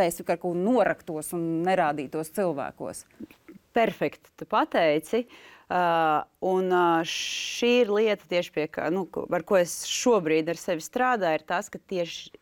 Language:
Latvian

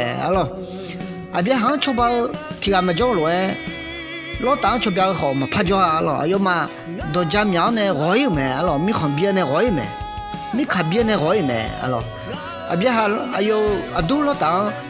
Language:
Akha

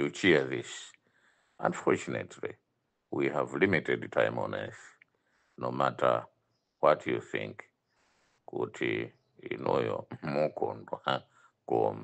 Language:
Nyanja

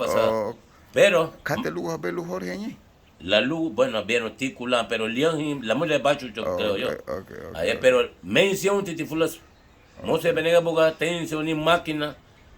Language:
Garifuna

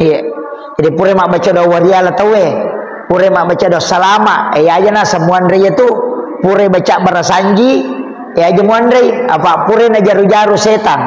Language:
Buginese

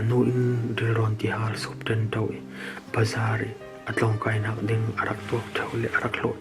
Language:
Falam Chin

